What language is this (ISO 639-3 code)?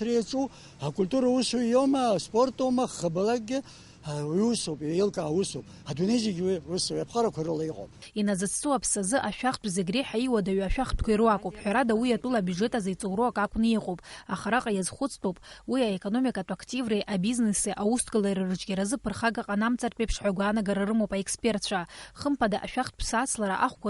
abk